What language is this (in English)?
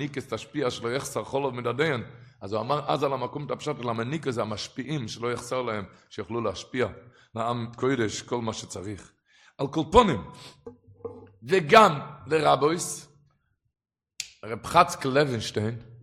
Hebrew